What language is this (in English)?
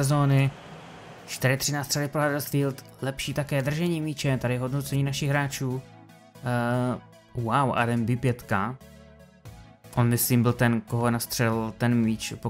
Czech